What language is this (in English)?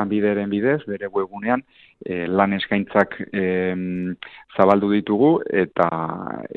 Basque